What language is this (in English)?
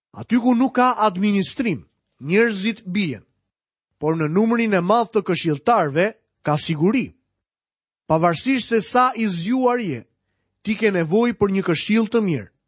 Albanian